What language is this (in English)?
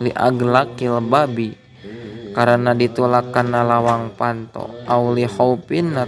Sundanese